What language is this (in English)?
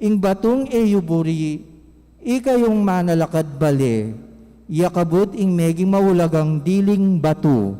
Pampanga